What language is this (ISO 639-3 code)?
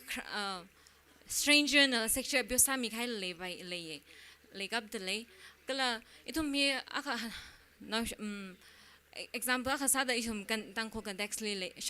nmf